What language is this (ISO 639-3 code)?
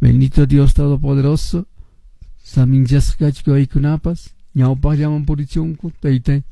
que